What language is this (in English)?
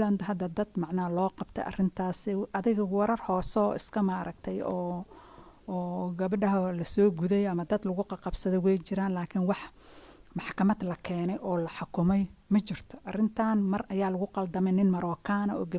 Somali